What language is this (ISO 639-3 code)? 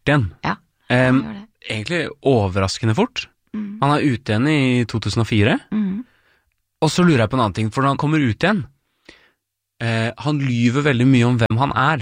nor